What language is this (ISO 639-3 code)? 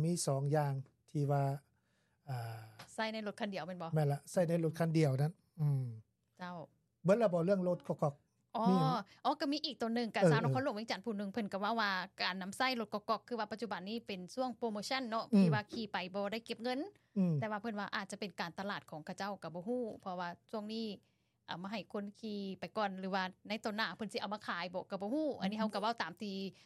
lao